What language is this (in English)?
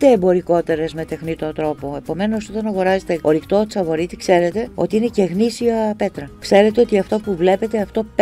Greek